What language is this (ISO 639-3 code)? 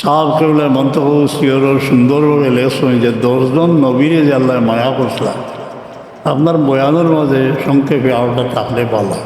syl